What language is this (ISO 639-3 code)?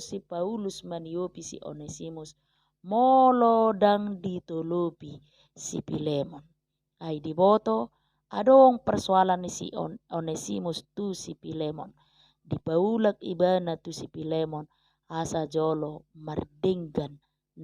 bbc